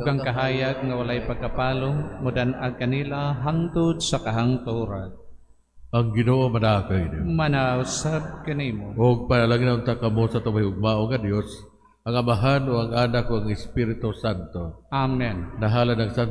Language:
Cebuano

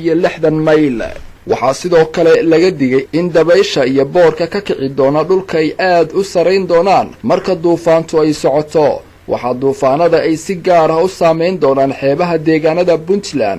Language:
Somali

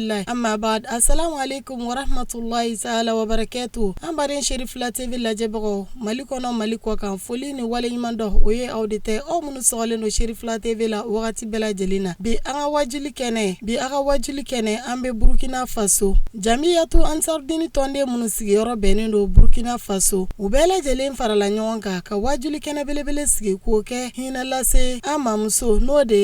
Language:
Bambara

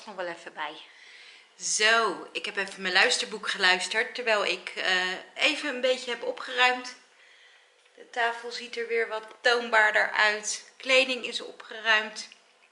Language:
Dutch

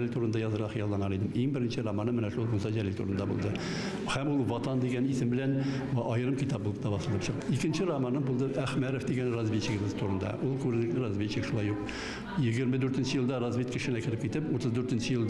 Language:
Tatar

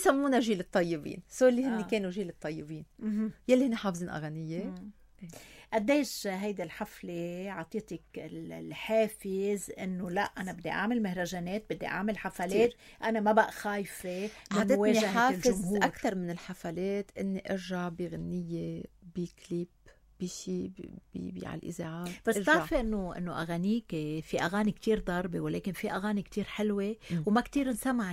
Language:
North Levantine Arabic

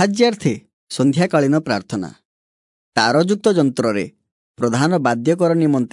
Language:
Odia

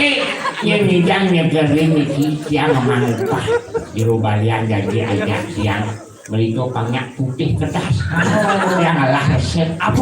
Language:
Balinese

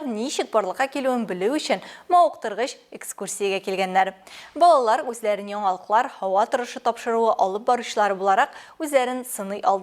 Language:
Tatar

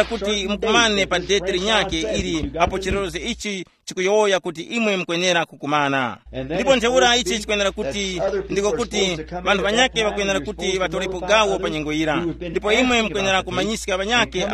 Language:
Tumbuka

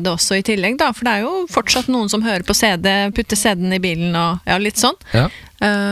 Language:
Norwegian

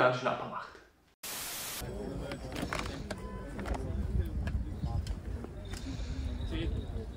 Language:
German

